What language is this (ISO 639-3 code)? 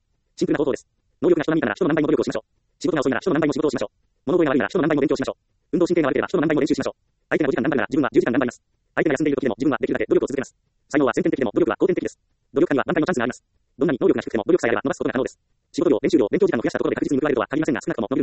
jpn